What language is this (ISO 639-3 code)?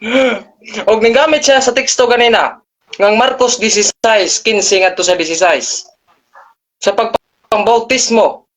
ceb